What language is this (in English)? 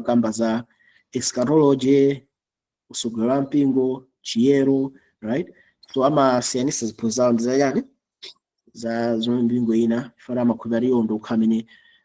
Nyanja